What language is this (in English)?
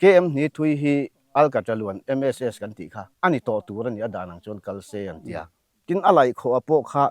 Mizo